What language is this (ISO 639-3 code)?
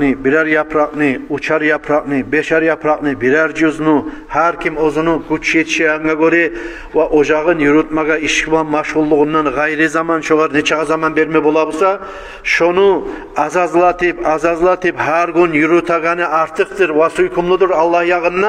kum